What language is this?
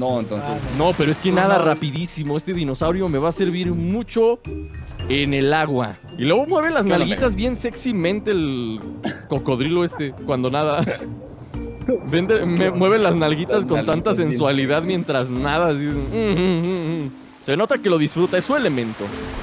Spanish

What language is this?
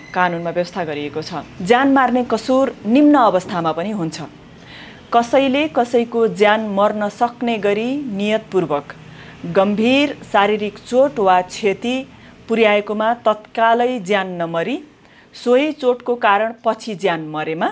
Nepali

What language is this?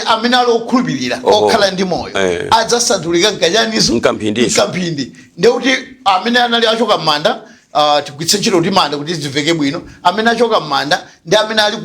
Nyanja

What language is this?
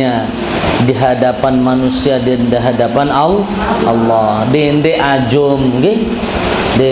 Sasak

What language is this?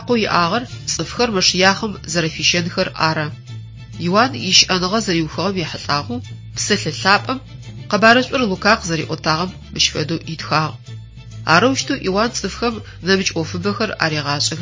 Adyghe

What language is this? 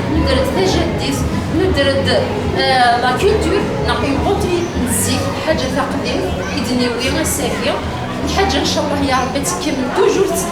Kabyle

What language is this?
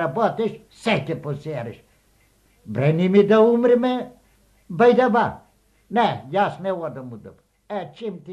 Macedonian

